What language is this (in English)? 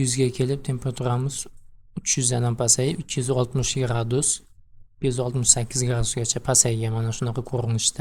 Uzbek